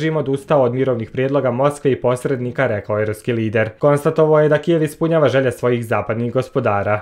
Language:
Croatian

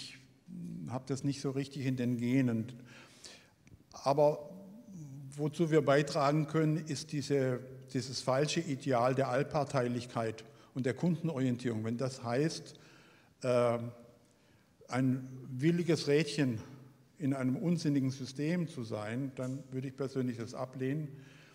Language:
German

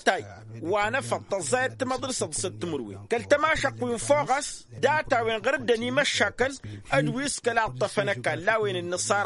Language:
Tamasheq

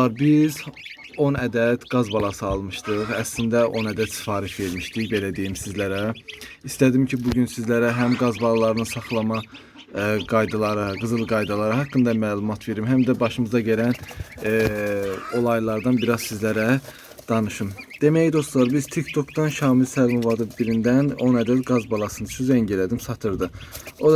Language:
Azerbaijani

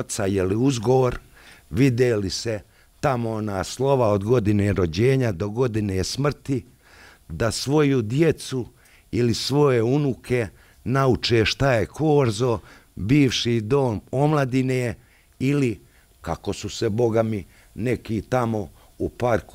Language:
Bosnian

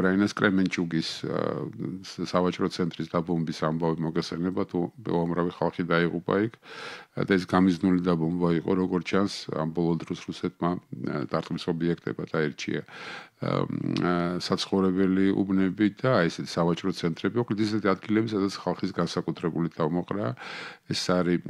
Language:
Georgian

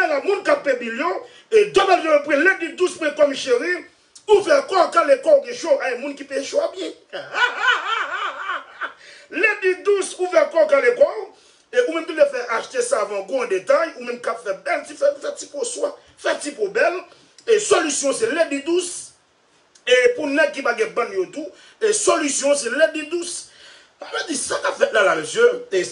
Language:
Haitian Creole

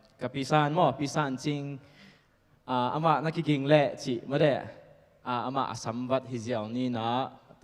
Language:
Tedim Chin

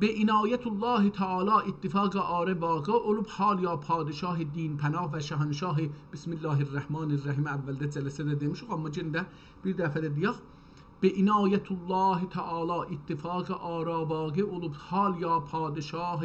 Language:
South Azerbaijani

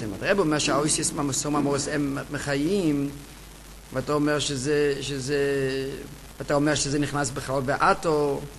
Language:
Hebrew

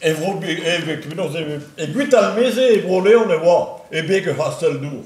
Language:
Breton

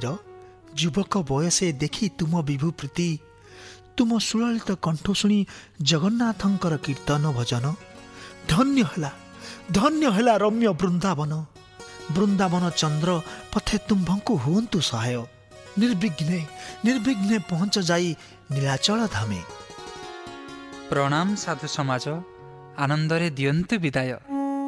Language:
Odia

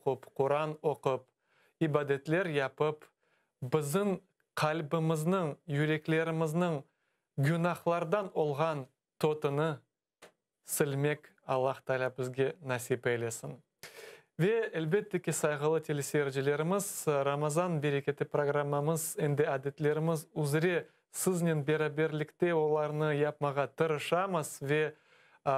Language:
Crimean Tatar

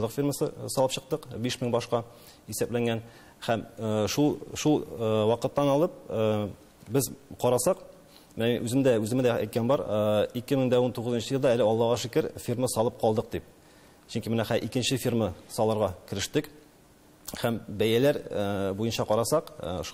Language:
Tatar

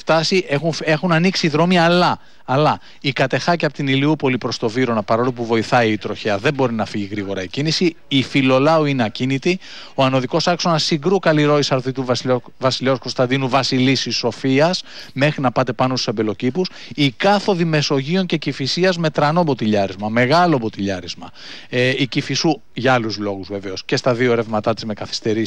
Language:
Greek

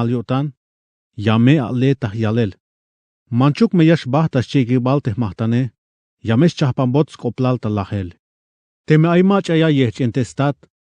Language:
Tzeltal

